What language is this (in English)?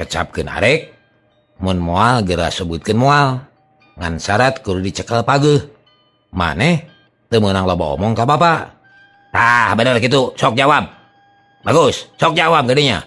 Sundanese